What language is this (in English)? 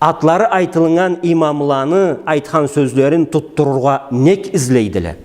Karachay-Balkar